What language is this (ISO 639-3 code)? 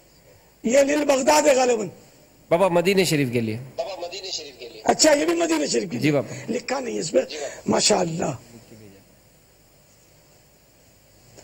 urd